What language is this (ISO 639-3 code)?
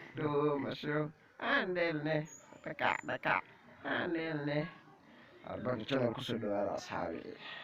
som